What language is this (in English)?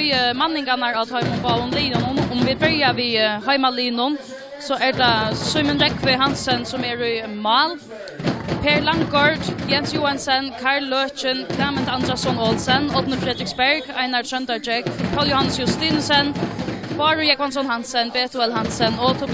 Faroese